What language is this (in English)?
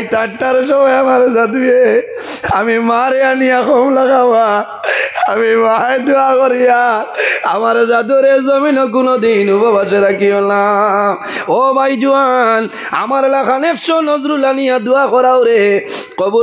Sylheti